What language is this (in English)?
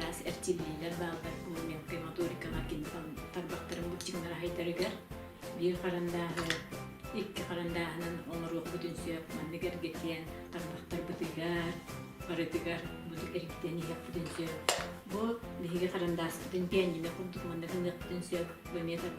Yakut